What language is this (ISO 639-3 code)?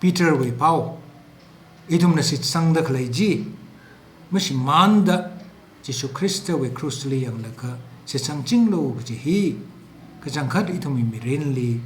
nmf